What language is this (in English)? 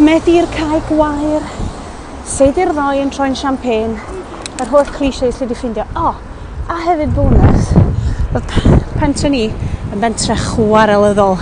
Welsh